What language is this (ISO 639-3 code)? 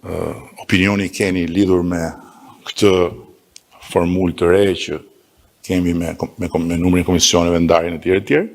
sqi